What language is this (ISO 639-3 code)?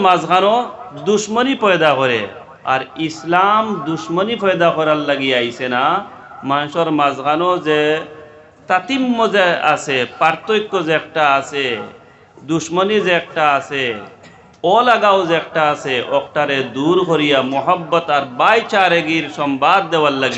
syl